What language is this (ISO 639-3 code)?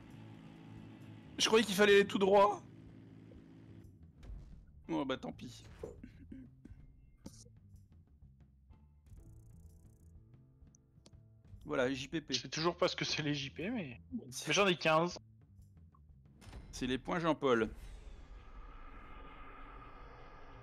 fra